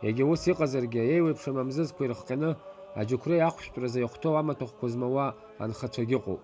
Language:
Abkhazian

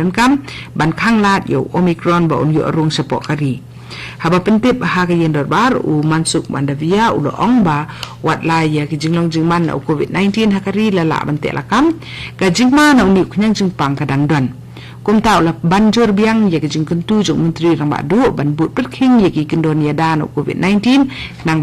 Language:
Khasi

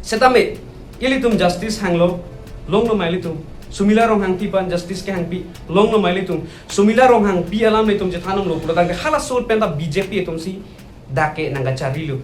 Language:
Karbi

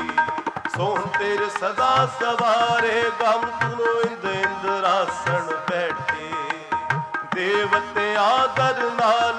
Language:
Punjabi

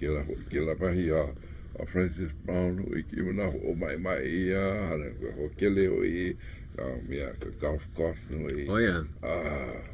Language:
Hawaiian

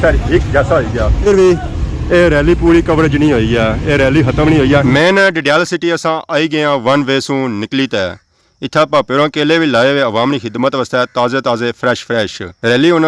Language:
Pahari-Potwari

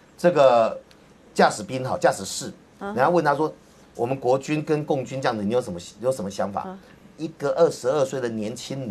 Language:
Chinese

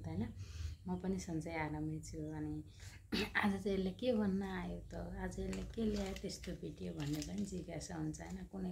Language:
Nepali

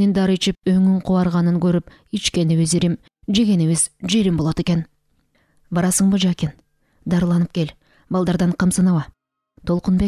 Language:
Kyrgyz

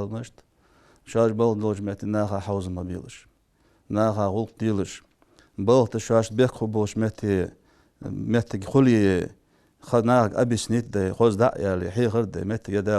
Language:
Ingush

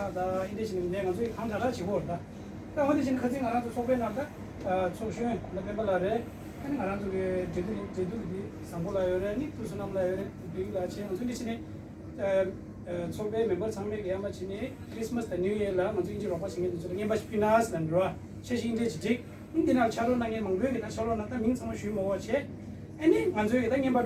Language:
Tibetan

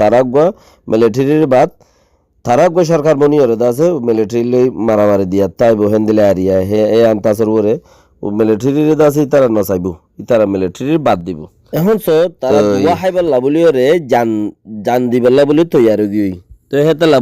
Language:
Rohingya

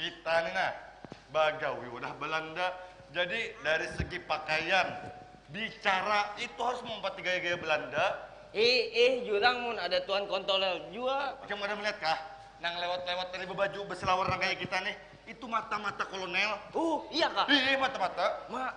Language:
Banjar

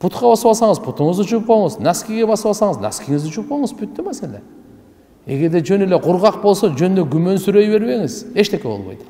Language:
Kyrgyz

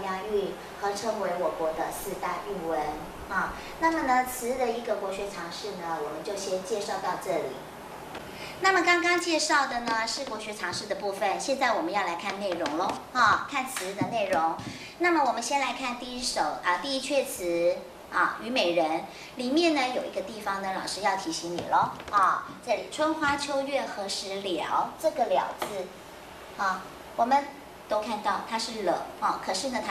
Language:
Chinese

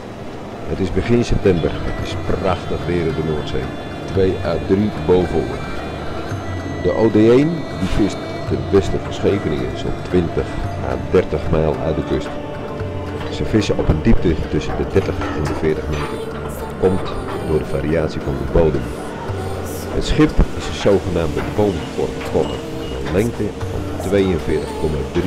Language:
Dutch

